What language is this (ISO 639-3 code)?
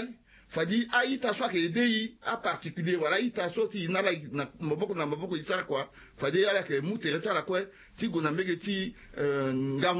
sag